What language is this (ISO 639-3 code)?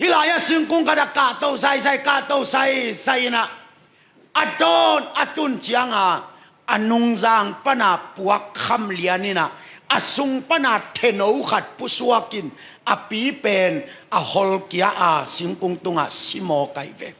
ctd